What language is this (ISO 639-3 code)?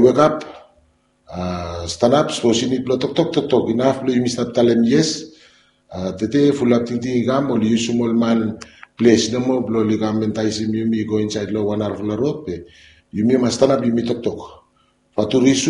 bis